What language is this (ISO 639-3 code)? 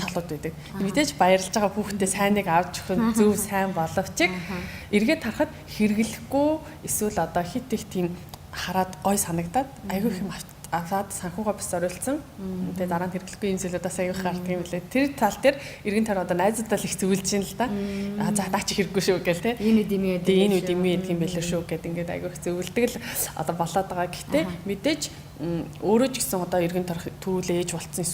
mon